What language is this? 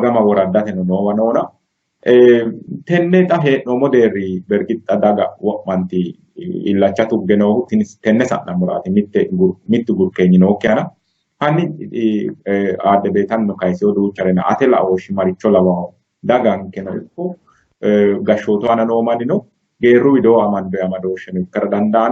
Sidamo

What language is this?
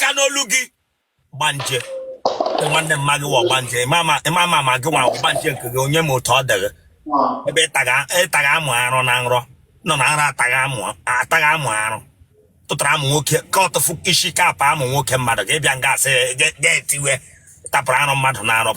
Igbo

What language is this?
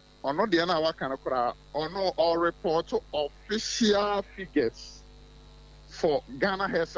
Akan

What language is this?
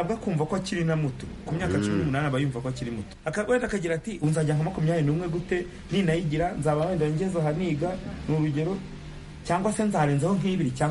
Kinyarwanda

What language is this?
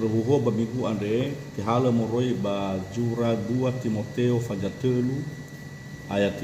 Nias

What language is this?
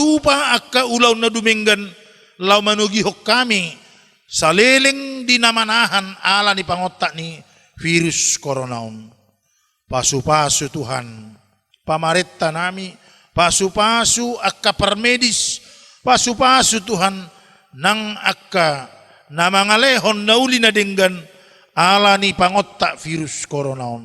Batak Toba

